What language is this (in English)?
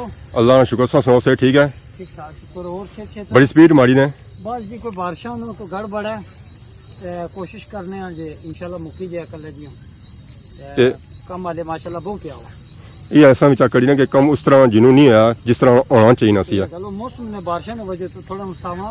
Pahari-Potwari